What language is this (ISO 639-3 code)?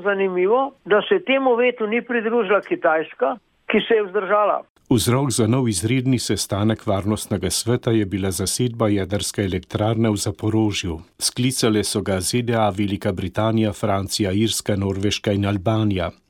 slv